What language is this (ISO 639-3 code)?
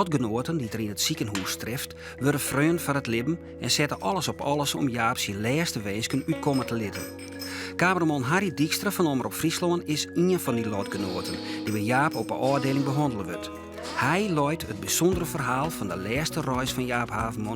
fry